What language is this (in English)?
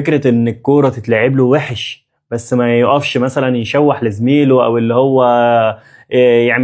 Egyptian Arabic